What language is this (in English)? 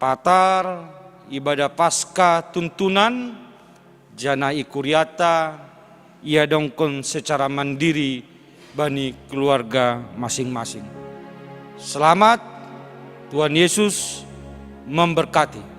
Batak Simalungun